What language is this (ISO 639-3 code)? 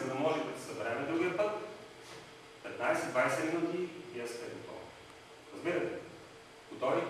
bul